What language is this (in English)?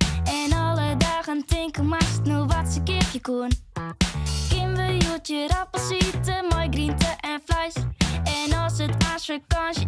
Western Frisian